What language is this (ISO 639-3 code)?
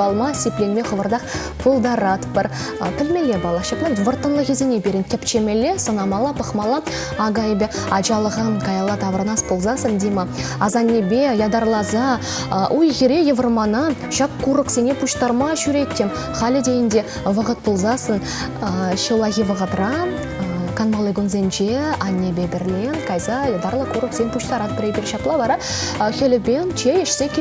chv